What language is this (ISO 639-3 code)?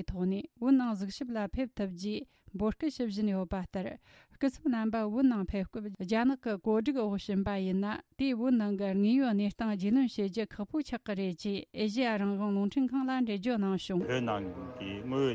bod